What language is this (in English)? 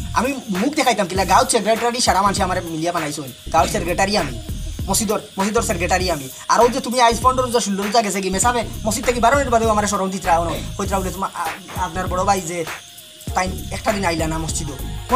Sylheti